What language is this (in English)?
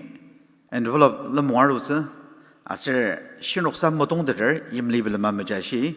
Ao Naga